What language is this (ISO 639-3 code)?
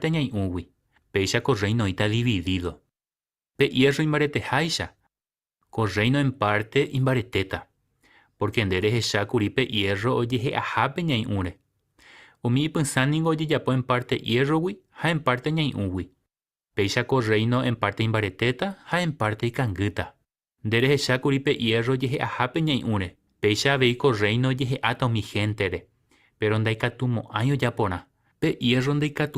grn